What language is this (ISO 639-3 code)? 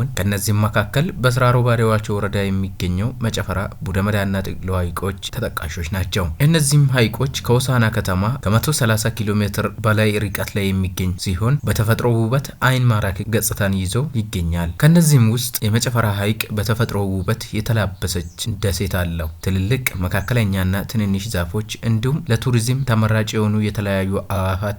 amh